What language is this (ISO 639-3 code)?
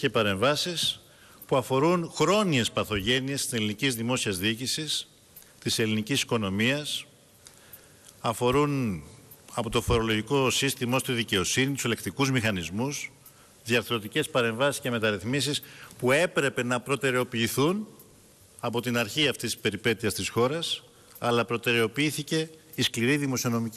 ell